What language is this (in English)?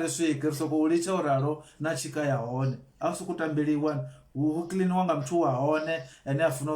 Venda